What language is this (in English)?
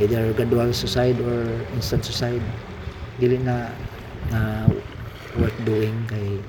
Cebuano